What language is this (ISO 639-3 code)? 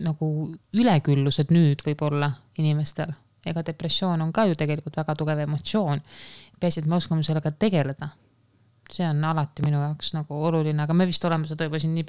est